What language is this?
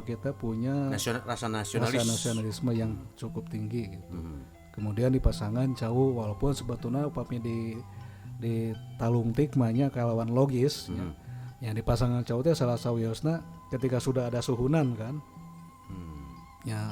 Sundanese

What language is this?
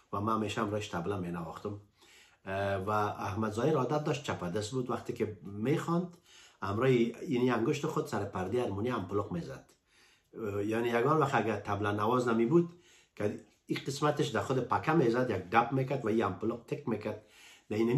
Persian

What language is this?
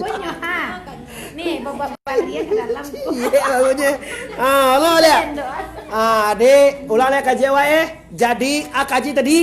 Minangkabau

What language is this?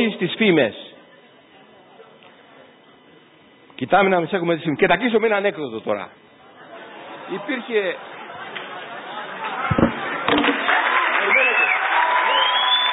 Greek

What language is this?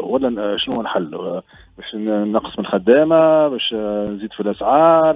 Tunisian Arabic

